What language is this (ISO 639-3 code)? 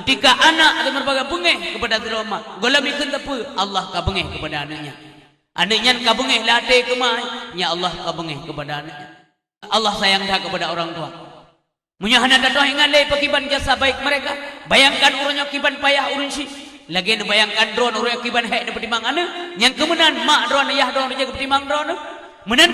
ace